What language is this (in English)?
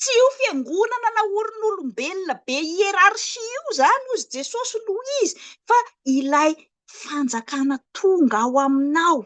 Malagasy